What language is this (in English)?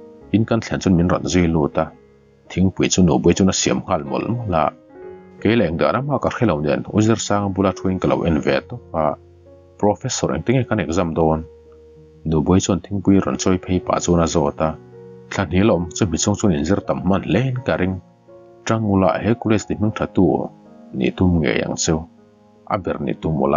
Mizo